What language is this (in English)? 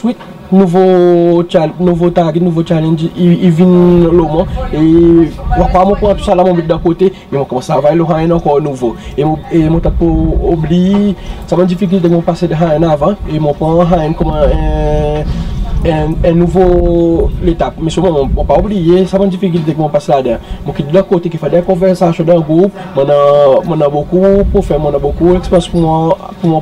Seselwa Creole French